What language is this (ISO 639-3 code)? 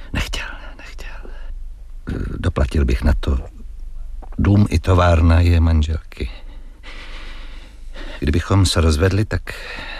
ces